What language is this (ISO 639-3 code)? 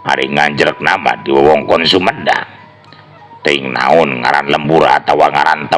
sun